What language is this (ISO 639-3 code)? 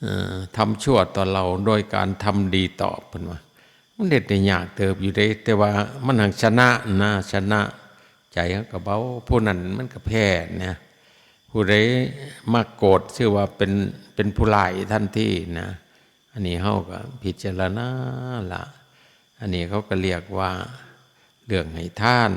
lao